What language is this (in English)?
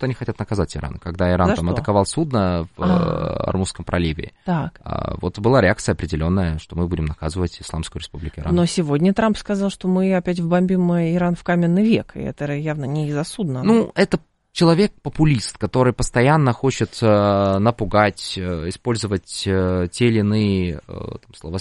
Russian